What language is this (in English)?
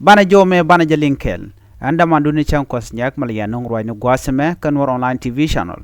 Nuer